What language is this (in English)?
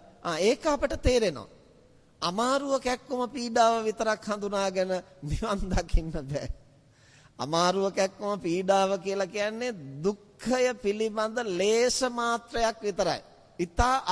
Sinhala